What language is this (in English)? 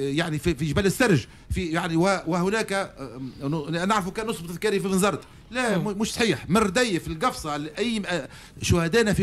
Tunisian Arabic